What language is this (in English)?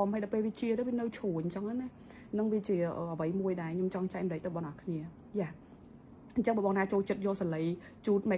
Khmer